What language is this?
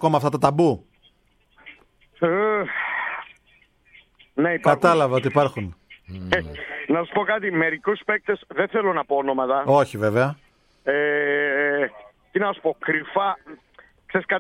Greek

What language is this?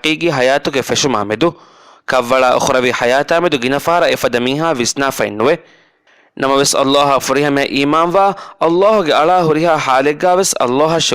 Divehi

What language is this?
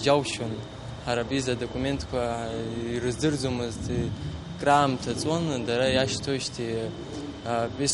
Abkhazian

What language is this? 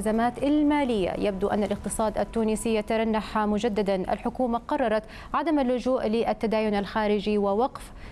Arabic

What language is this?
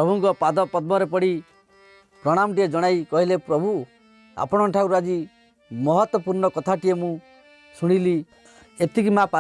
Odia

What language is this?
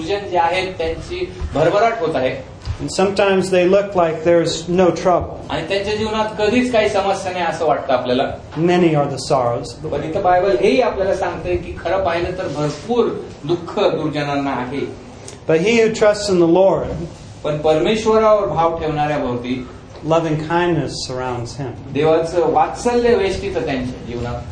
Marathi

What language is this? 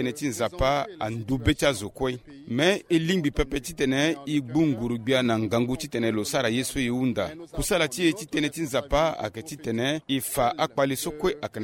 Sango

